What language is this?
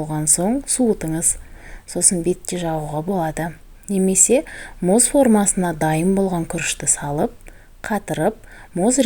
Kazakh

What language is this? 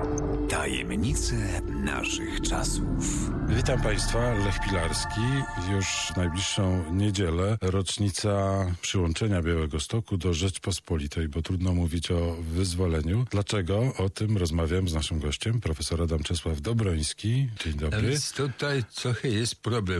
Polish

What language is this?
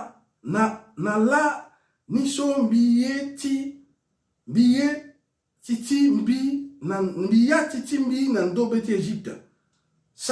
Sango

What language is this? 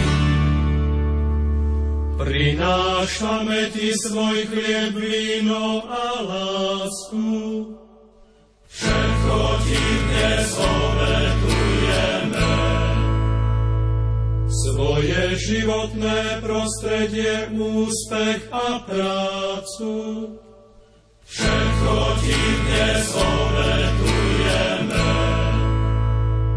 Slovak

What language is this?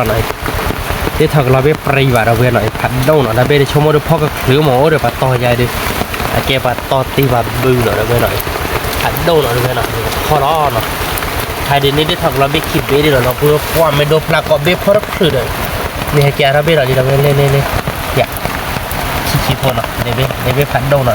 S'gaw Karen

